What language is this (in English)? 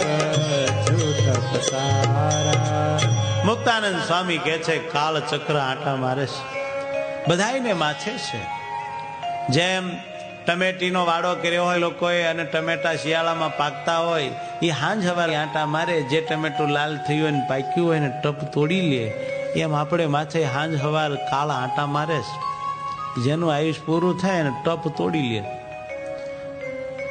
Gujarati